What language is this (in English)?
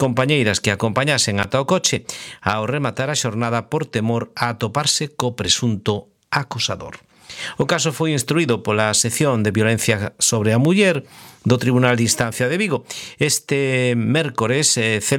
Galician